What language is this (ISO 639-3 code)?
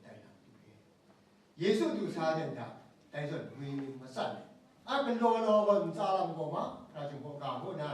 kac